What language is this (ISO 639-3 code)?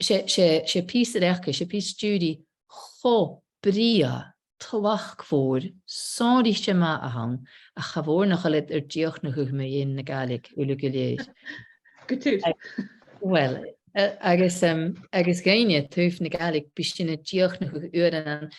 gla